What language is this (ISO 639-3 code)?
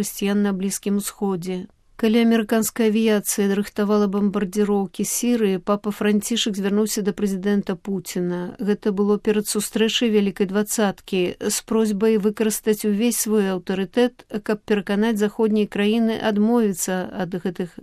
bel